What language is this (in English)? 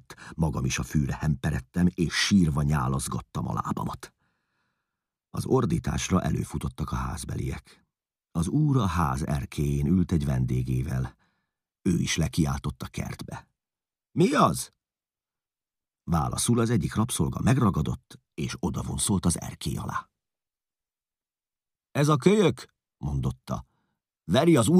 Hungarian